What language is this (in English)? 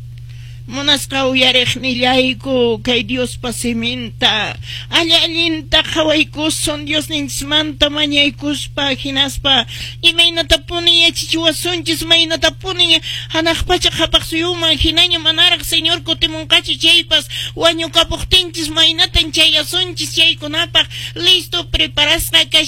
Quechua